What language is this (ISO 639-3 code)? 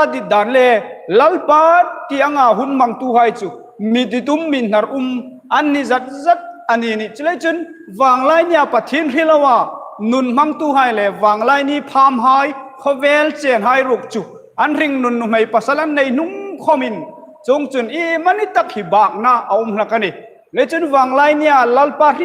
hmr